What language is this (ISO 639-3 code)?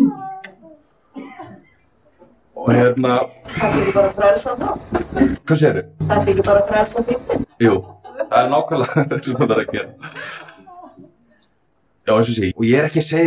isl